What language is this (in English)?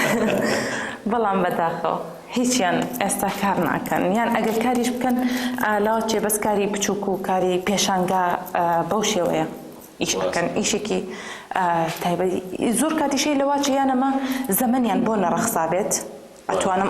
Central Kurdish